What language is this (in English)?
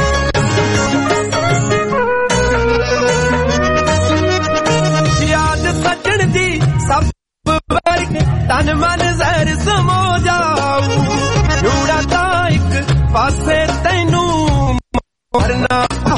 Punjabi